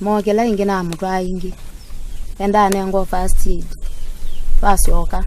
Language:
Kamba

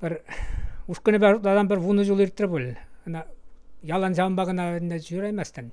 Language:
Chuvash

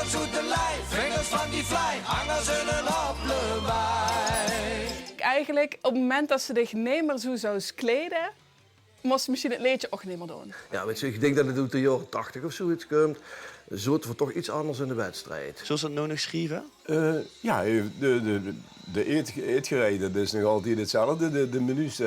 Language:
Limburgish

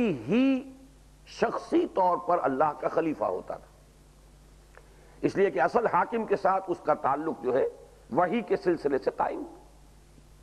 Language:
Urdu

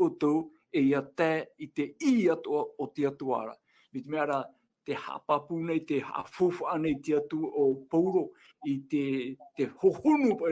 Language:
Tahitian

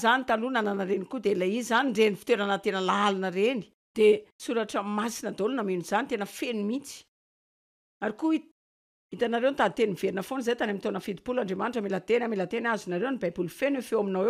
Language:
Malagasy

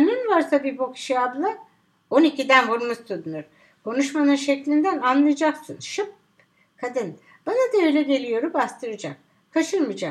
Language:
Turkish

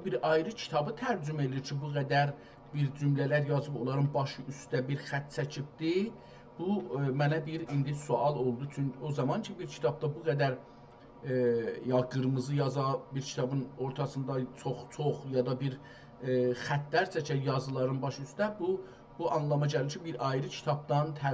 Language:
South Azerbaijani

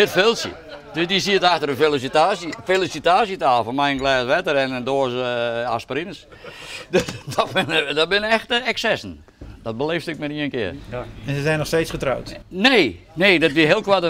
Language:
Western Frisian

